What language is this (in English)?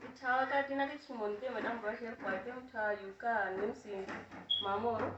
Uduk